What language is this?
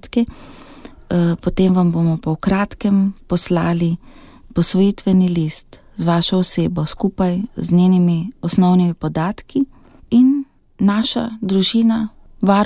Slovenian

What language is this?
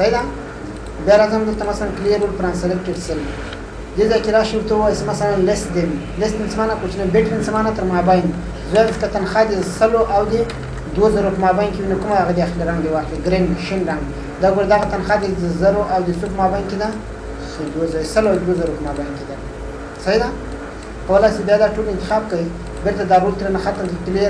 Pashto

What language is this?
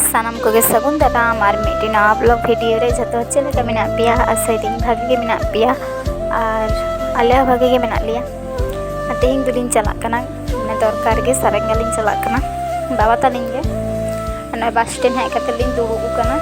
Santali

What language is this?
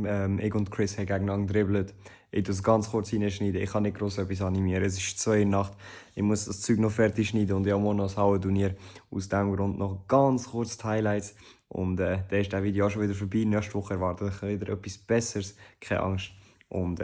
Swiss German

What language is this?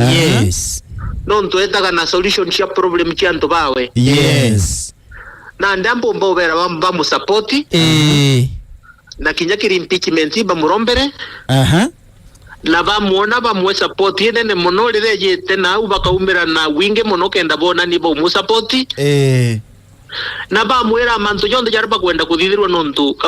Meru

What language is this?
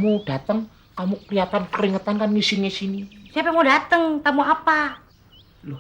Betawi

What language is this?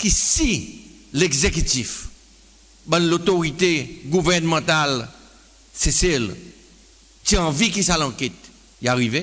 Seselwa Creole French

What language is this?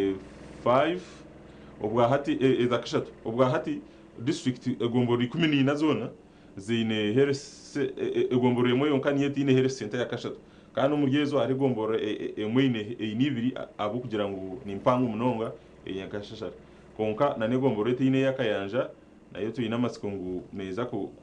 Nyankole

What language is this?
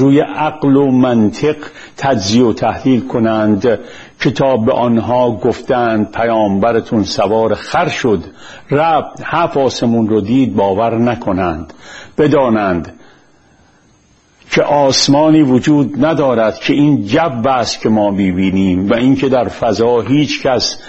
Persian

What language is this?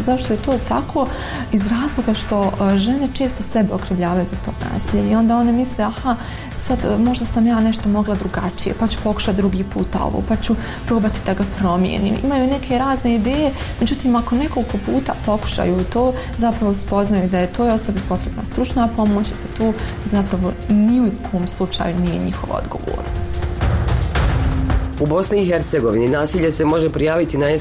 Bosnian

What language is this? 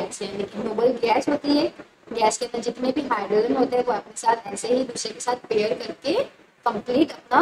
Hindi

